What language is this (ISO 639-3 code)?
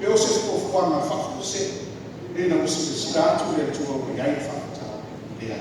smo